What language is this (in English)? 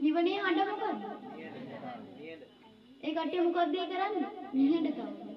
Sinhala